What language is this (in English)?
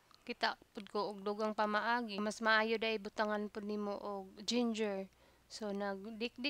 Cebuano